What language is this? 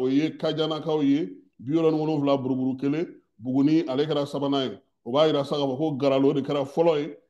Bambara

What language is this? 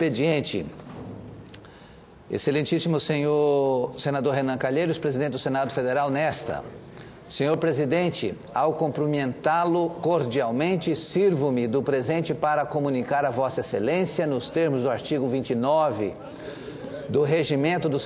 Portuguese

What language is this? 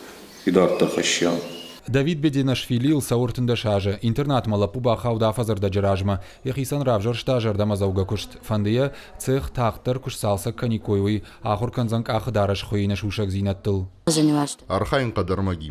Ossetic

